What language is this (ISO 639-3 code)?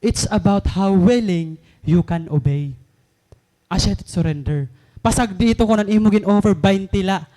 war